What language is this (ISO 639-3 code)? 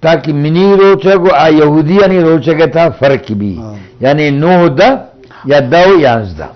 bgp